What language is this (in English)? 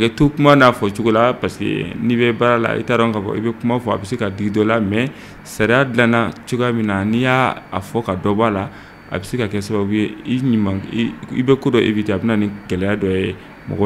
Bambara